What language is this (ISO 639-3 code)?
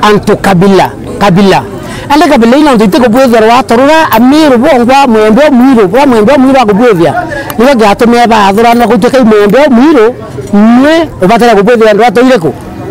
mer